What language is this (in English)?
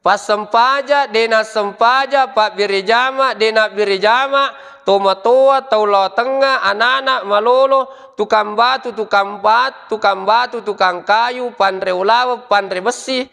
Buginese